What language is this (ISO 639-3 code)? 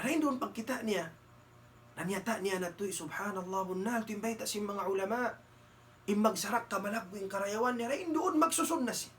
tsg